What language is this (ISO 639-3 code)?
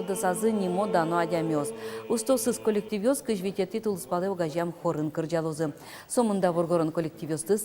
udm